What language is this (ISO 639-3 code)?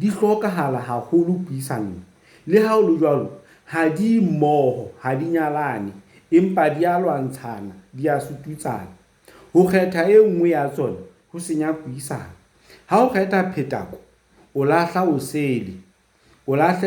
sot